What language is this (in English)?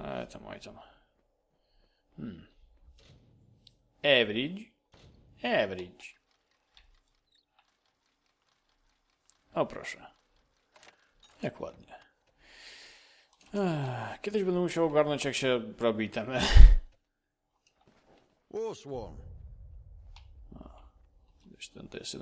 Polish